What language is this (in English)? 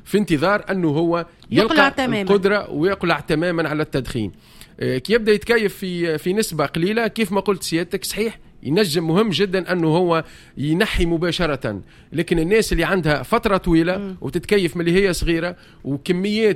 Tunisian Arabic